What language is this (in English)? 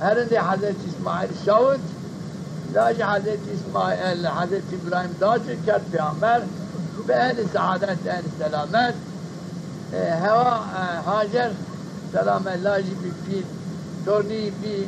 Zaza